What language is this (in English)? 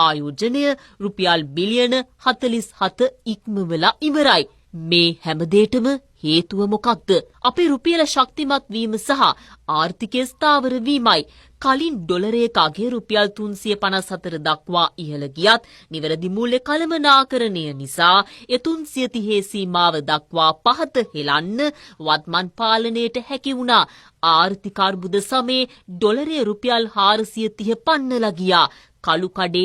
Sinhala